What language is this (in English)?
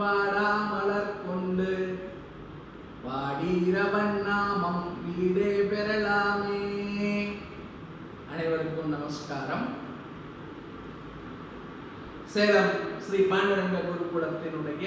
Tamil